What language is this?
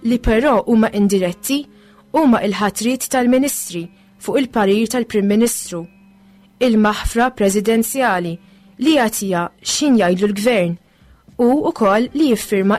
Maltese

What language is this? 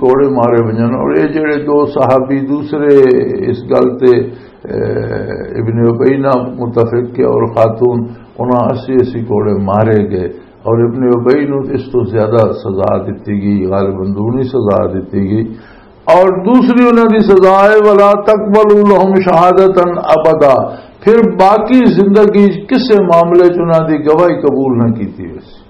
Western Panjabi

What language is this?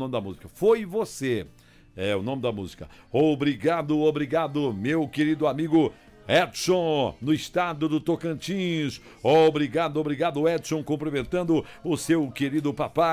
Portuguese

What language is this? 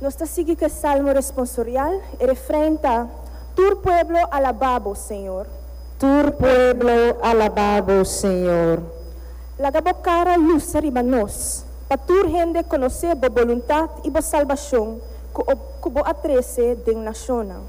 Papiamento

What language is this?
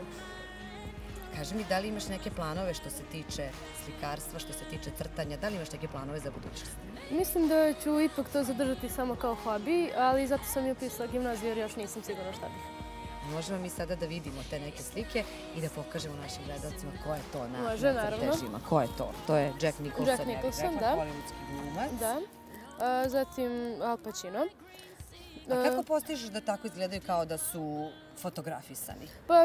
Serbian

